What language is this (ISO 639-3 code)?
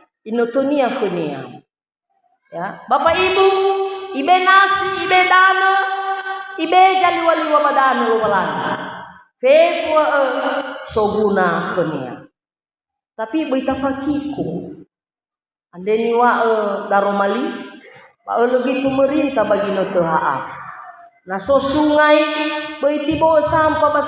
nia